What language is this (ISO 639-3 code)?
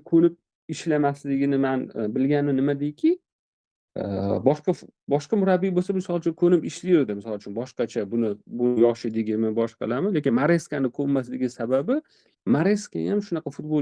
uzb